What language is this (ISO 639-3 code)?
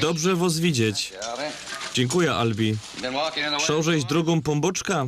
szl